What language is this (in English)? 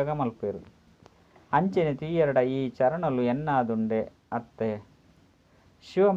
Tulu